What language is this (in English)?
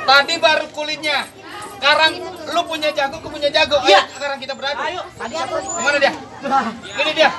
Betawi